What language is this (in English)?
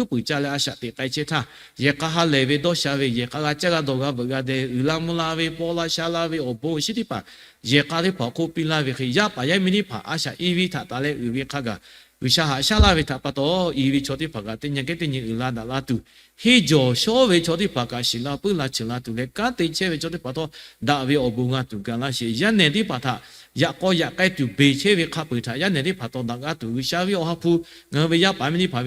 Lahu